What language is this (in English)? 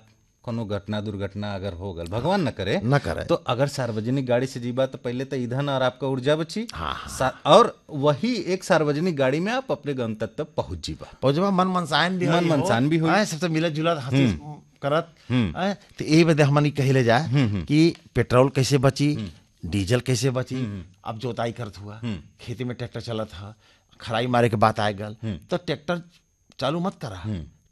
Bhojpuri